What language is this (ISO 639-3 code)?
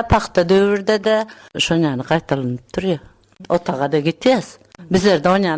tuk